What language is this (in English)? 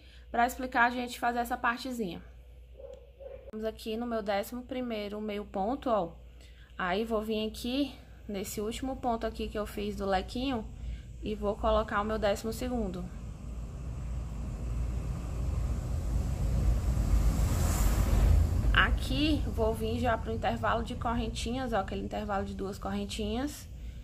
Portuguese